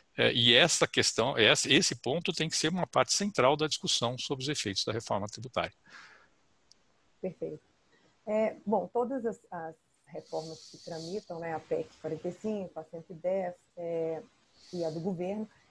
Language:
Portuguese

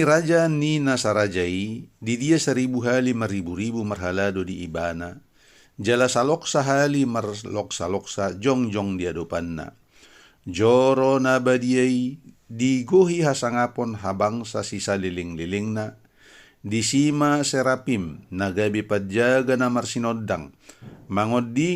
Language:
Batak Toba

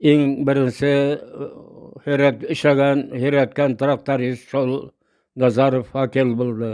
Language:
Bashkir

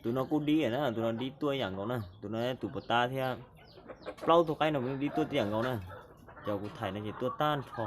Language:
Hmong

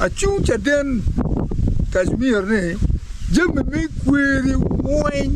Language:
Acoli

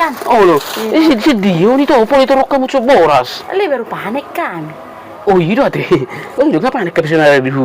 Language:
Batak Toba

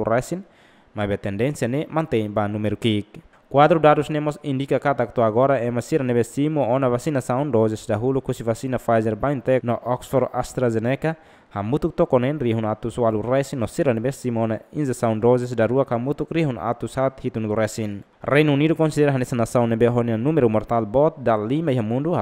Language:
Tetum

